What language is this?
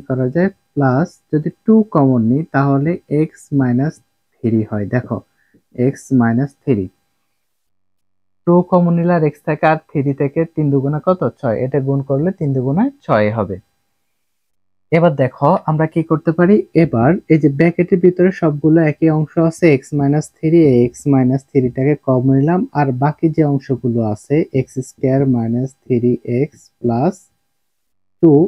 Bangla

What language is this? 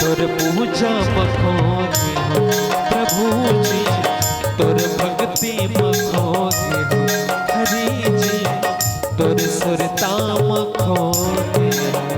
Chhattisgarhi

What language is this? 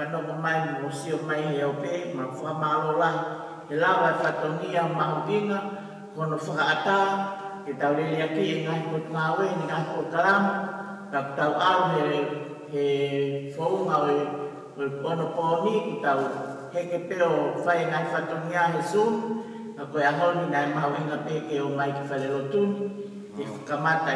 Tongan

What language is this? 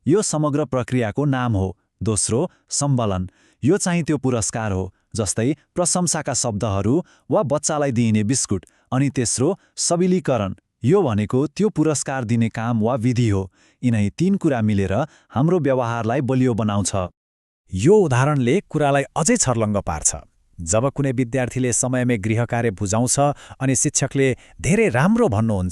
Nepali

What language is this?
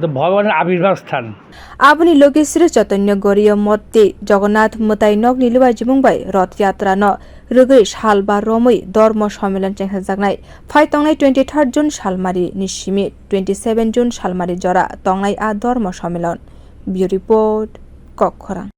Kok Borok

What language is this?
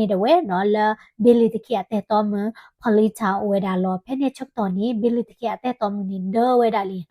S'gaw Karen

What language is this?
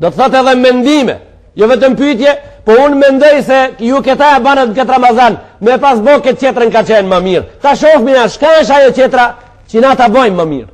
Albanian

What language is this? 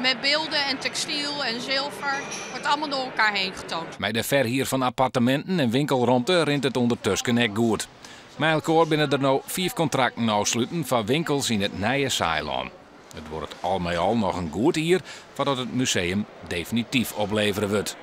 Western Frisian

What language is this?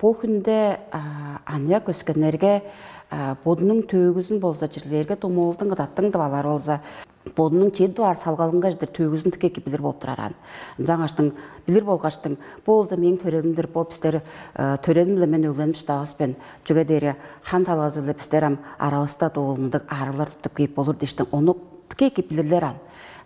Tuvinian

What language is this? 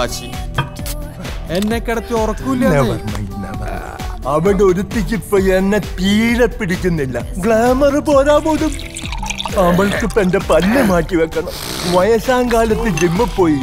Malayalam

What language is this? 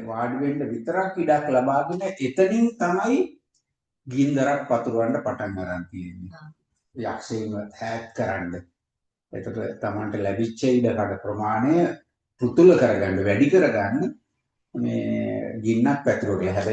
Sinhala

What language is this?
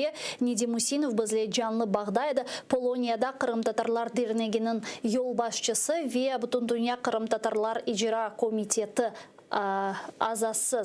Crimean Tatar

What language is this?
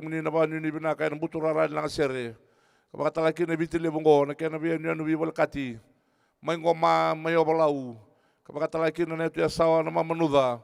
Fijian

